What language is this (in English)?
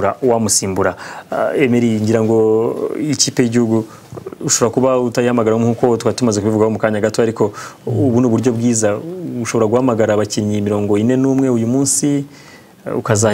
Kinyarwanda